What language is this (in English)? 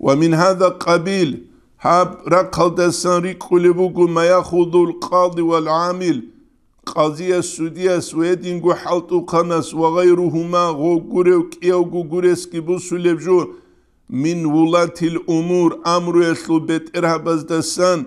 Avaric